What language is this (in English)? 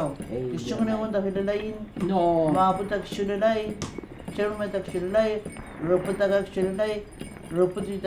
Mapuche